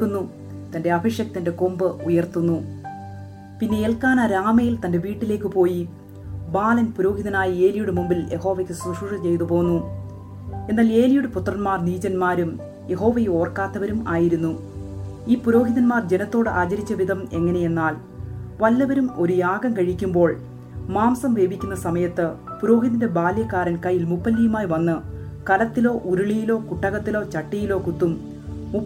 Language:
Malayalam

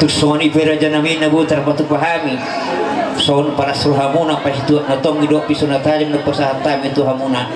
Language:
Batak Toba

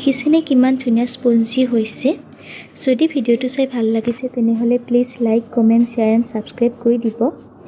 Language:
Assamese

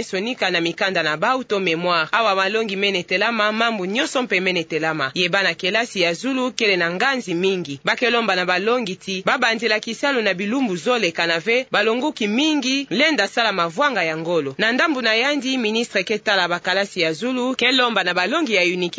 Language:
Kituba (Democratic Republic of Congo)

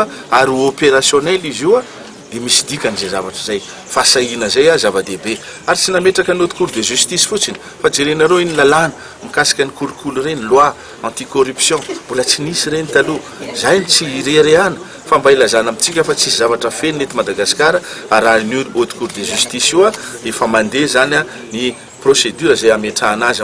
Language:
Malagasy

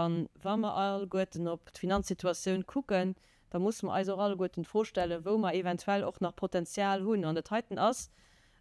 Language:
Luxembourgish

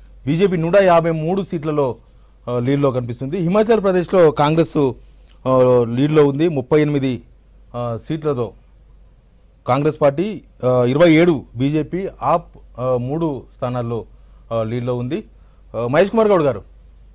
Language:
Telugu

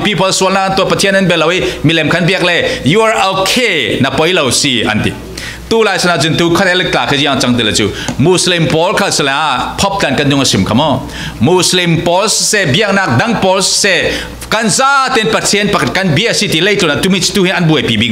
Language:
Falam Chin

